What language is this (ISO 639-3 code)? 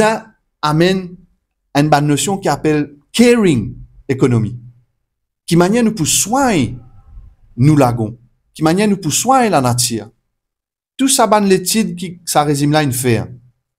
mfe